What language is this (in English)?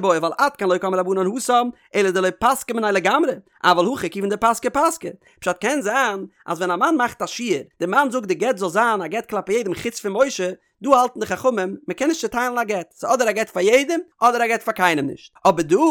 Yiddish